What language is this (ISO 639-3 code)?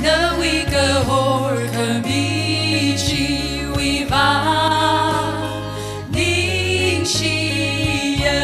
nmf